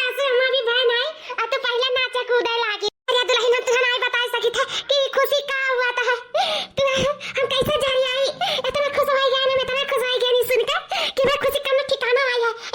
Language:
Awadhi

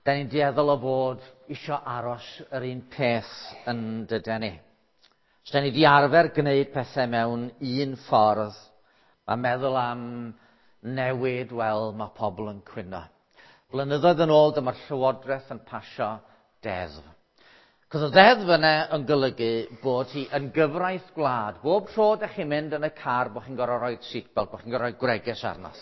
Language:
Welsh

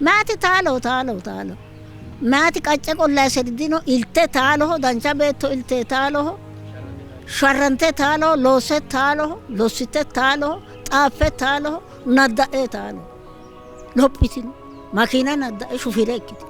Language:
Sidamo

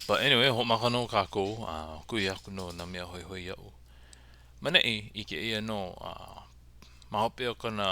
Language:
Hawaiian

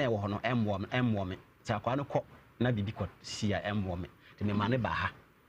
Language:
Akan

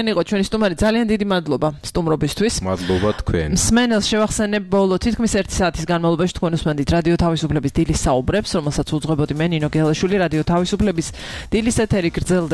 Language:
Georgian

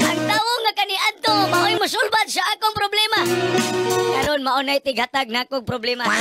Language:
Cebuano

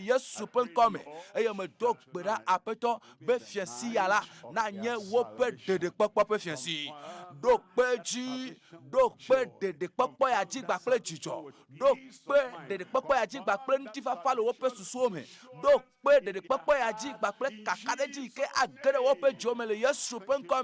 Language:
Ewe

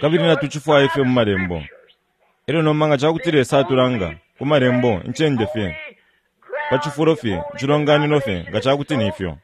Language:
Bemba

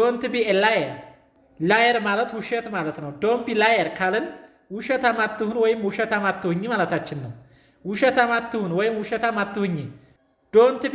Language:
Amharic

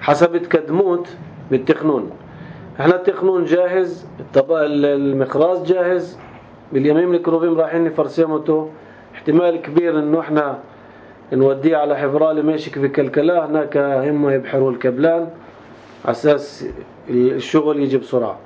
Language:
North Levantine Arabic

